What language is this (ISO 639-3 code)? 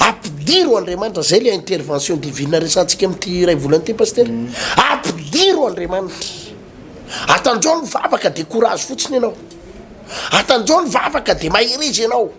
mlg